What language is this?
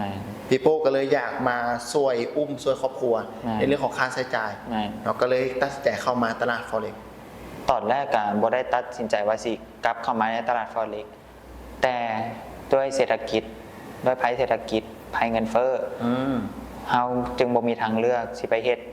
Lao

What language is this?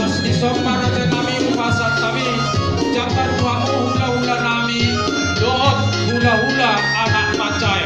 Batak Toba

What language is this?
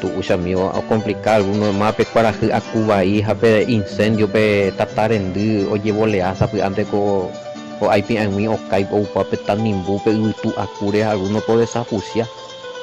Guarani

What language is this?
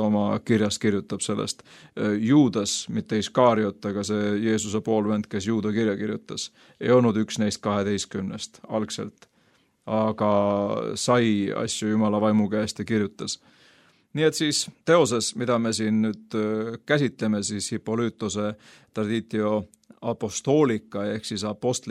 Estonian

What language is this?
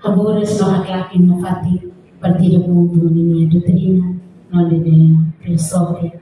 Tetum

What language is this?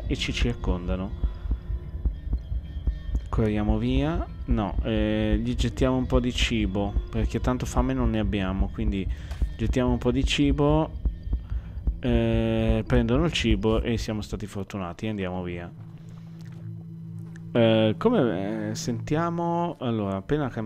Italian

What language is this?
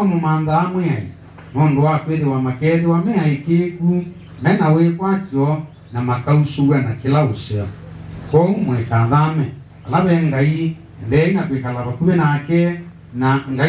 Kamba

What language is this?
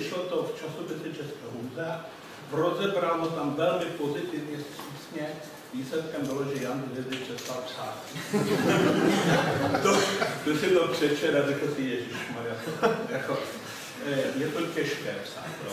Czech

